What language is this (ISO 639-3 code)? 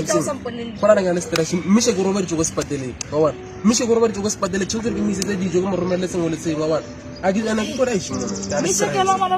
tsn